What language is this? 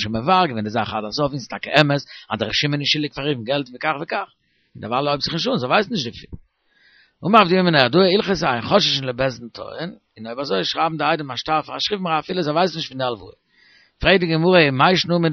Yiddish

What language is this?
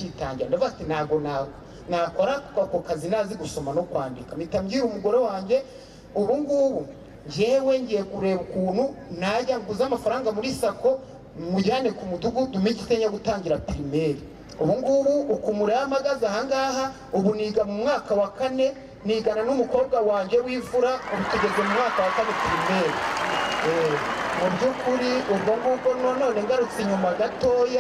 Kinyarwanda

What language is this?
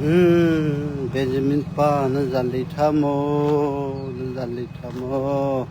Hakha Chin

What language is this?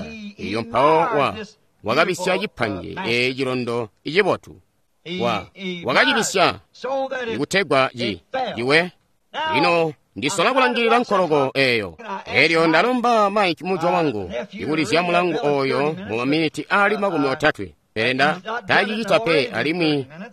Tonga (Zambia)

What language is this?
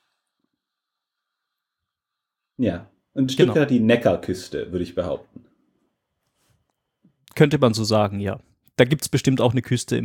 German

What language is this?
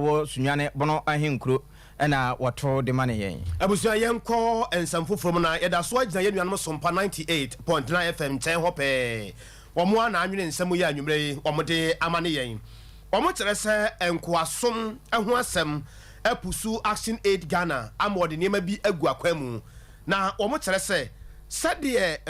Akan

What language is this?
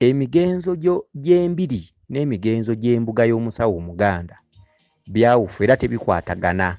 Ganda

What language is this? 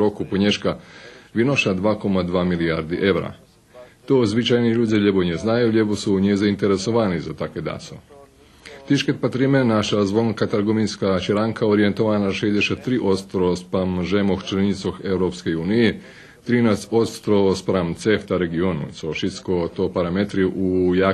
Rusyn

